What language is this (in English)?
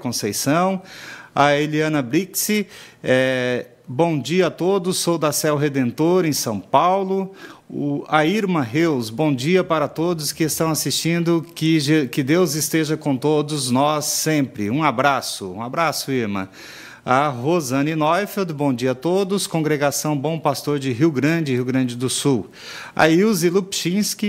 Portuguese